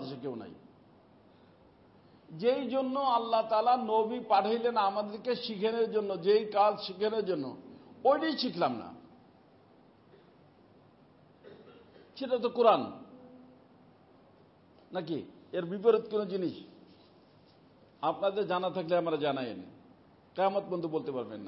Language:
Bangla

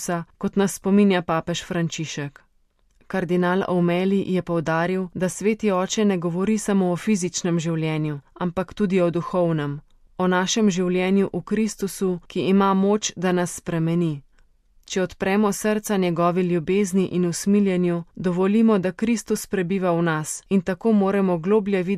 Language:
Slovenian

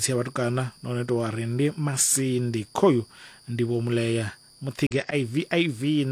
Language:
Venda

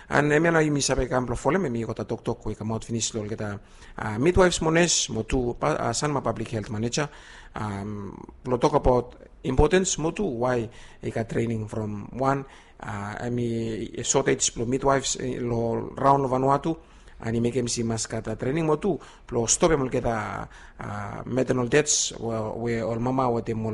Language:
Bislama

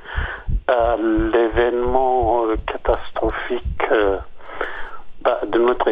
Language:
French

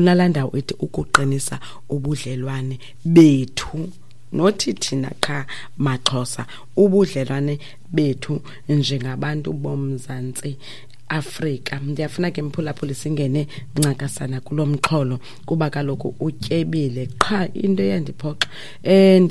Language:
Xhosa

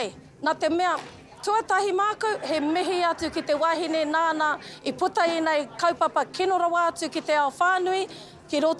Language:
Māori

